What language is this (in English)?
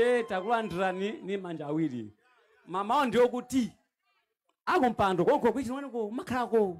Nyanja